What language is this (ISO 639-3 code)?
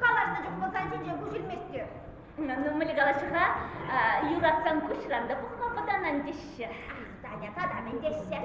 chv